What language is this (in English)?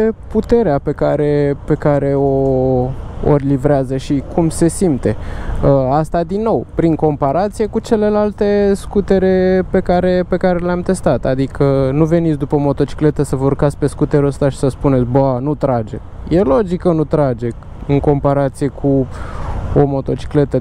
Romanian